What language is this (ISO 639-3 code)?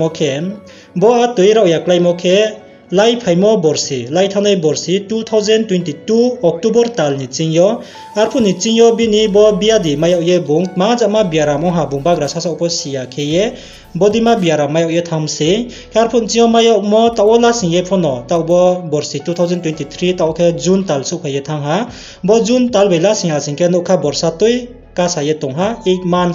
ria